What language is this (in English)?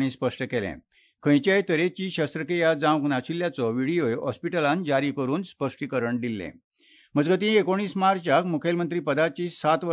Konkani